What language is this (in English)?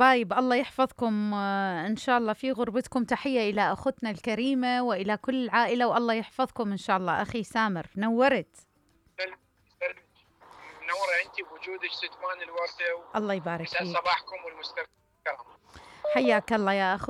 Mesopotamian Arabic